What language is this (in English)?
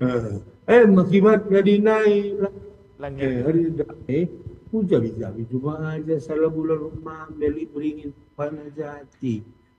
Batak Karo